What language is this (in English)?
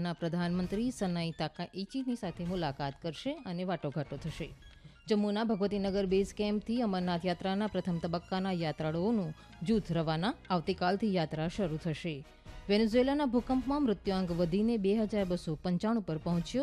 Gujarati